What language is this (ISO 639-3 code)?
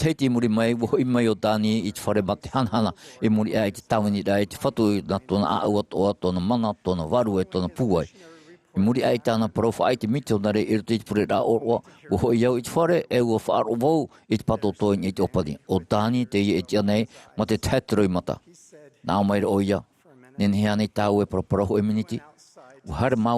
tah